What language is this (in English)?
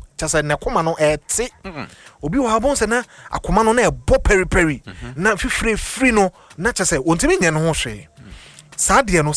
Akan